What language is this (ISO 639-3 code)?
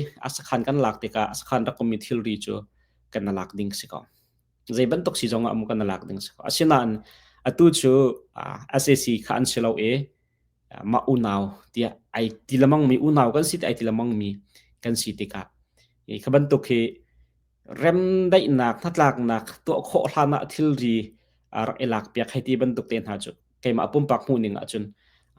cnh